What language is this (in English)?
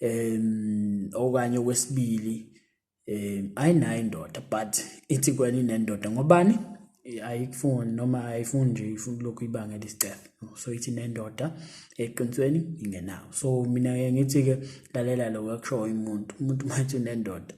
Zulu